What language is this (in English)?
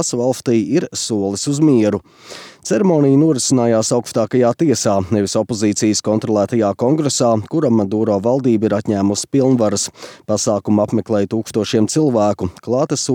Latvian